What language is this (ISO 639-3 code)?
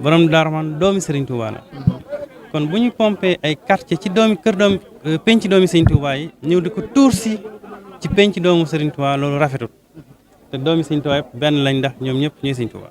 wol